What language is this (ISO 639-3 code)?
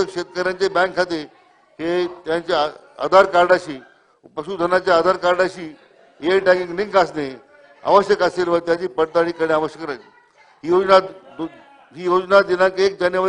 mar